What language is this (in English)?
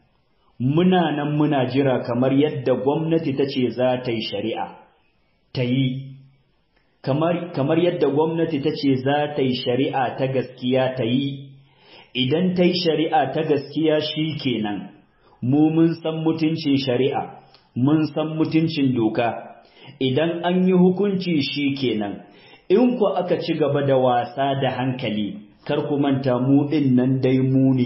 Hausa